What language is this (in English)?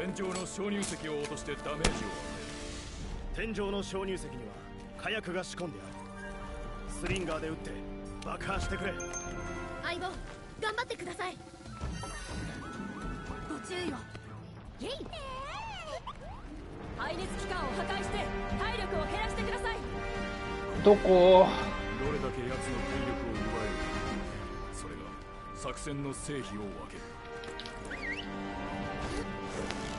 Japanese